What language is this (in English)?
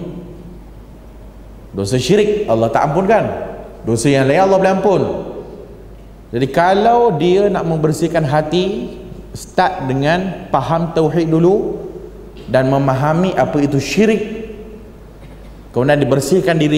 Malay